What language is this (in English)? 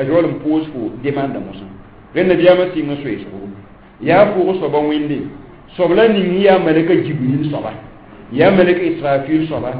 Mossi